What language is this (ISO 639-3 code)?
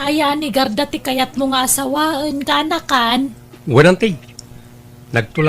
ilo